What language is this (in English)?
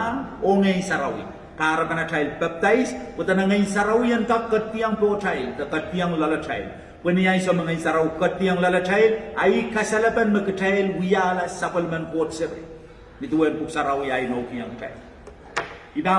Pohnpeian